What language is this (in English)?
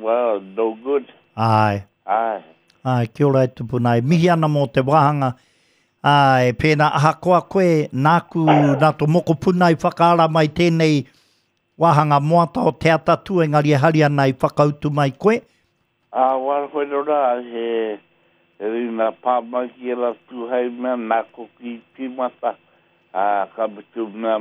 Māori